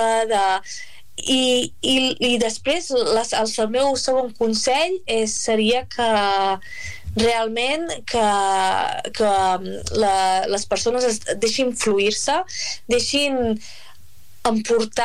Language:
Catalan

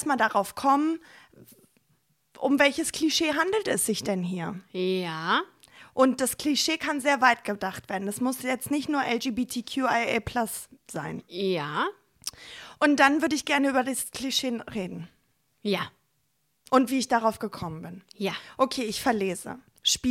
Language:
German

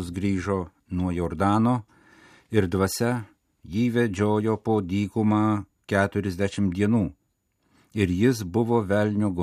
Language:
Lithuanian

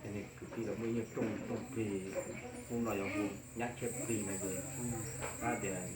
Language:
Hmong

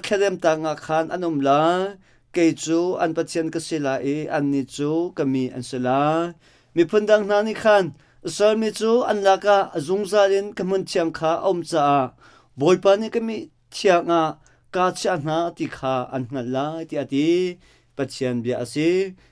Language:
Hakha Chin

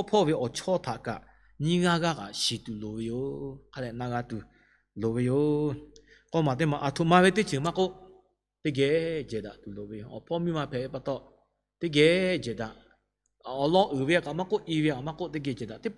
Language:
Lahu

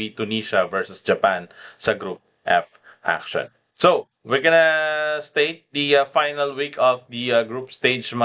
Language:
Filipino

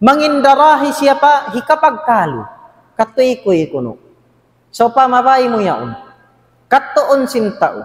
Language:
Tausug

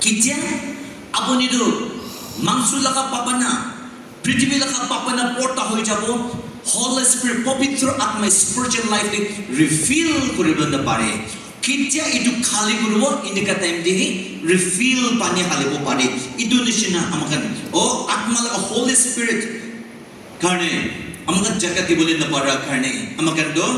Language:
Naga Pidgin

